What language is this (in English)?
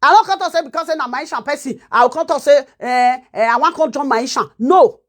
Nigerian Pidgin